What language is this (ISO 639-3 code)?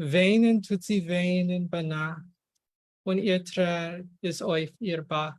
yid